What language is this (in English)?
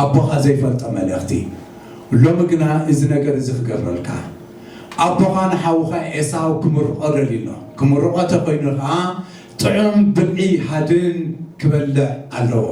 Tigrinya